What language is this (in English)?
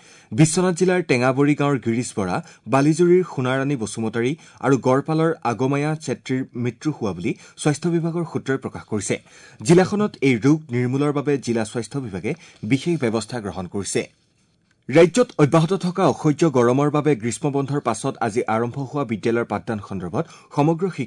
Assamese